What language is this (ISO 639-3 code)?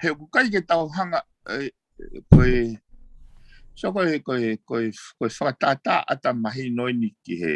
ton